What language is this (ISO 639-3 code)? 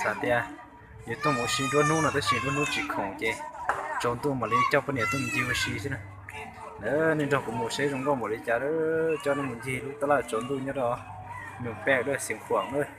hmn